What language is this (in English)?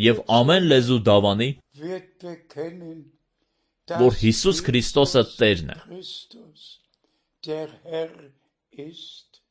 Armenian